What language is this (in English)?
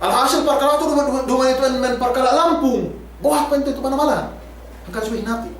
Yakan